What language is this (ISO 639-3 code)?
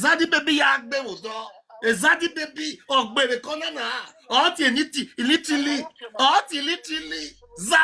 pcm